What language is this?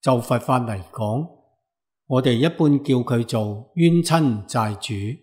Cantonese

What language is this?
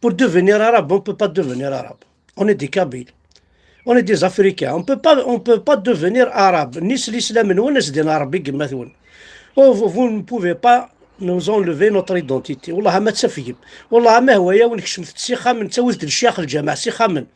Kabyle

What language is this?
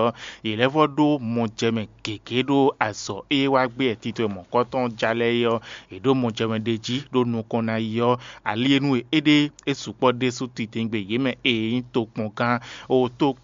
Fon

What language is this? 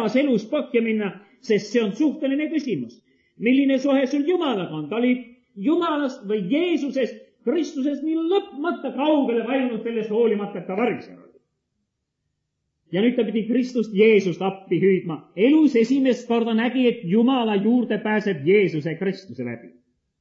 Estonian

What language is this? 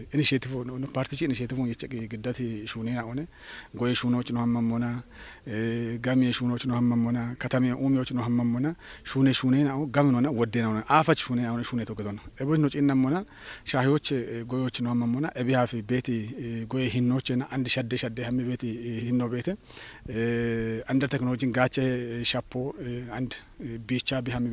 Kafa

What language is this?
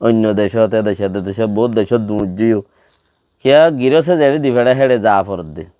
Rohingya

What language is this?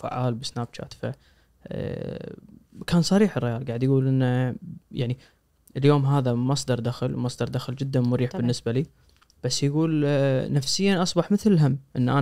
Najdi Arabic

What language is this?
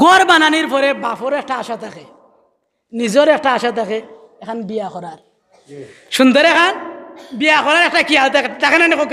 Sylheti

